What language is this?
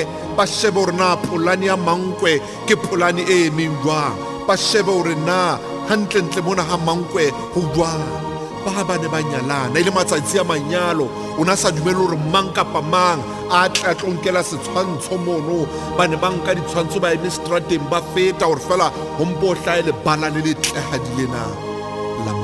Southern Sotho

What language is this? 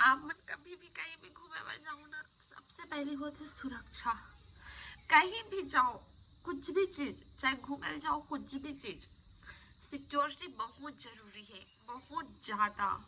Chhattisgarhi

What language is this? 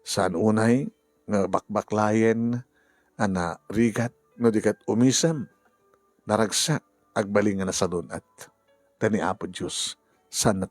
Iloko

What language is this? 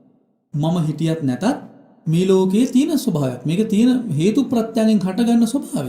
Sinhala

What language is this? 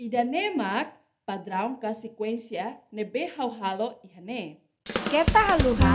Tetum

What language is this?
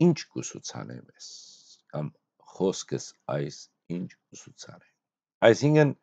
Western Armenian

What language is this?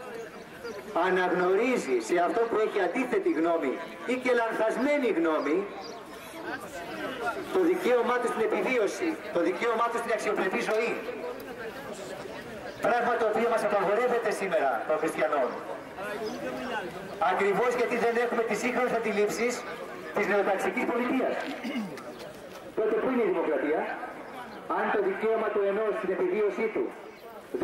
Greek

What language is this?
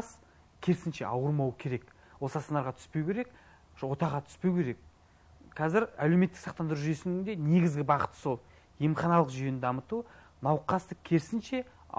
Kazakh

